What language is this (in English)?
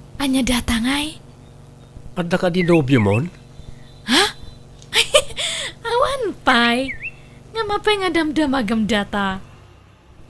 Iloko